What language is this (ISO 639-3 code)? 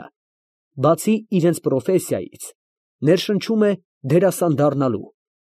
hye